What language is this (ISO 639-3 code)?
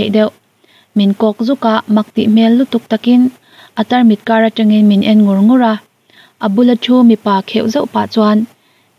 lus